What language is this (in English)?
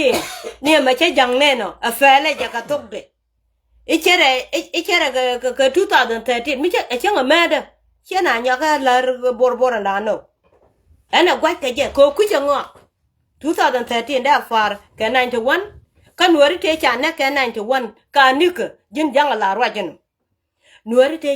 Nuer